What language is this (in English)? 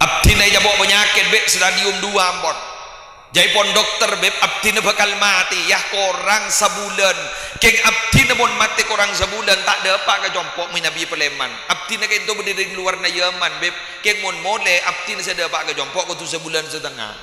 Madurese